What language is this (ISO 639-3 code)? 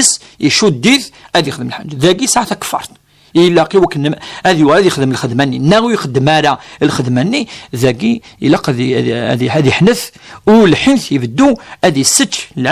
kab